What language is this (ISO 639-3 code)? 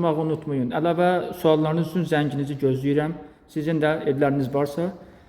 aze